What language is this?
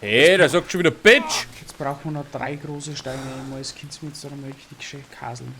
Bavarian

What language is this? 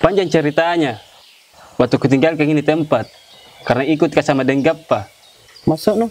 Makassar Malay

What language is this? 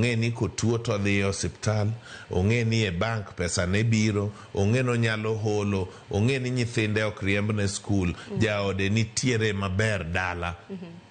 Luo (Kenya and Tanzania)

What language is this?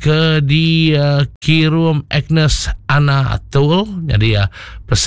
Iban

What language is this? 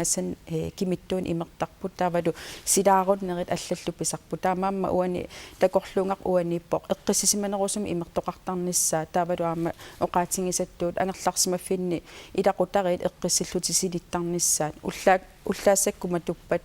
Kalaallisut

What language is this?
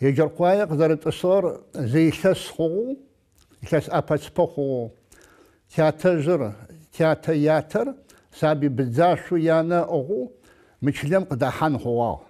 Adyghe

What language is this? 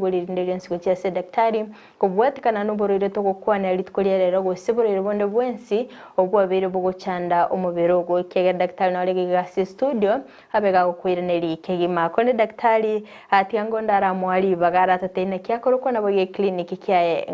Gusii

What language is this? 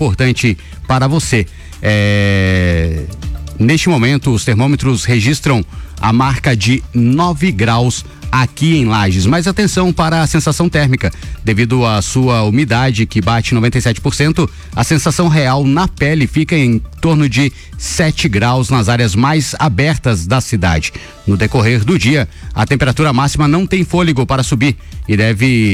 Portuguese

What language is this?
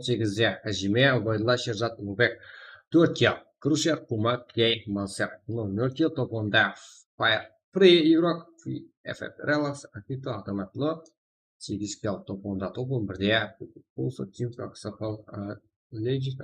Kara-Kalpak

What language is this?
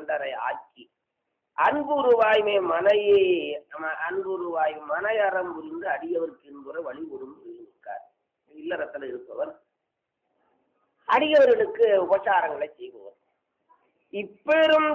Tamil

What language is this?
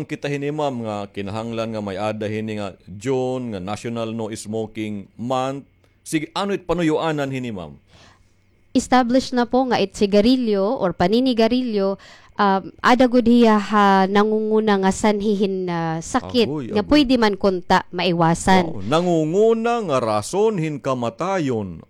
Waray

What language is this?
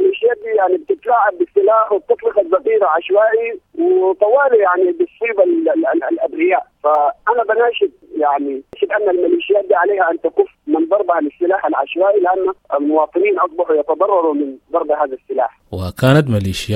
Sudanese Arabic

